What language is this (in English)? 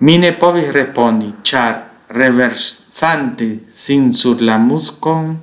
Esperanto